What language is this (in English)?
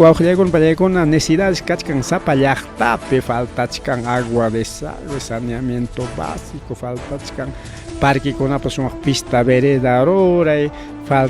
Ayacucho Quechua